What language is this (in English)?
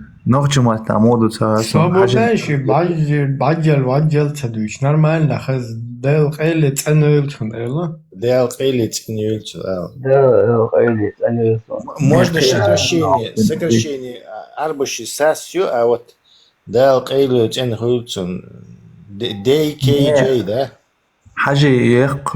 Chechen